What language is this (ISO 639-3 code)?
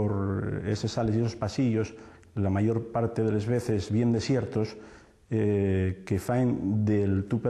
ast